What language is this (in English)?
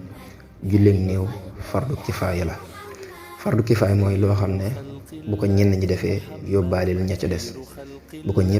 Wolof